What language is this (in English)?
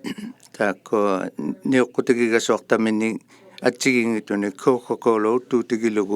Inuktitut